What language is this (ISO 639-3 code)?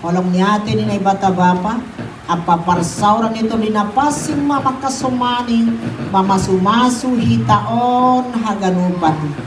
bts